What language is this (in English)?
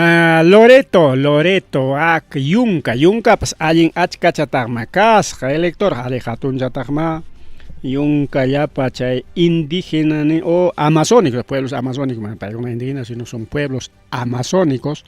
Ayacucho Quechua